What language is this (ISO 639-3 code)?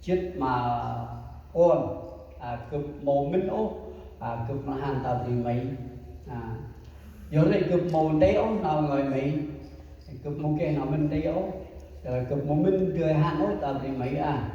cmo